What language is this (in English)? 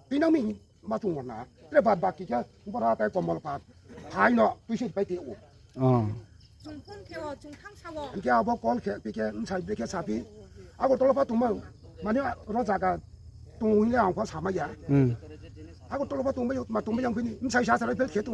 Riang (India)